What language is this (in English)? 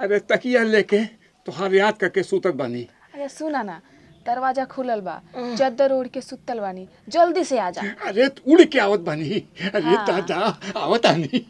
Bhojpuri